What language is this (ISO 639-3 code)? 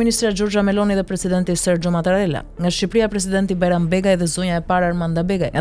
sqi